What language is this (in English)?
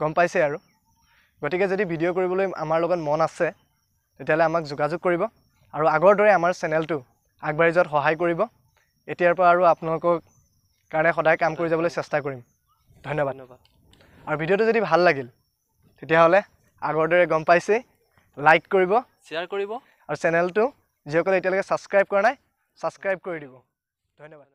Assamese